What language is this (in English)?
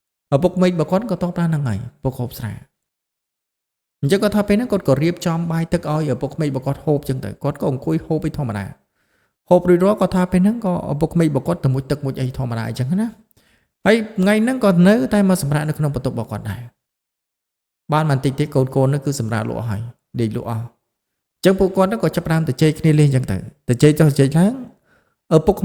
Khmer